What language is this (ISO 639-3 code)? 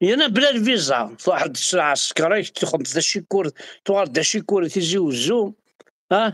kab